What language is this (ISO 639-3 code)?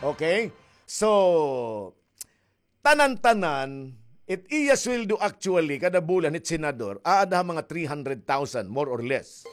war